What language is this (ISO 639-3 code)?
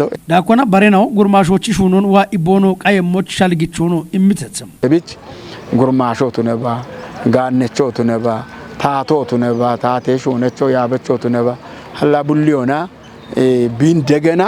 kbr